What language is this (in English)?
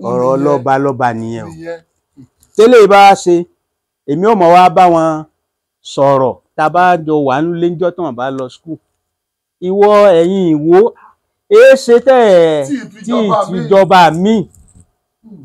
Yoruba